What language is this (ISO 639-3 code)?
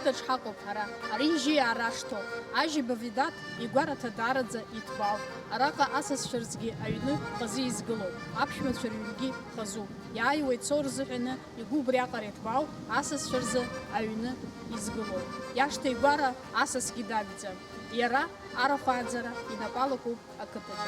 abk